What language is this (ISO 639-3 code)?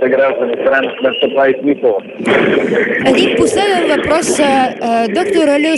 bul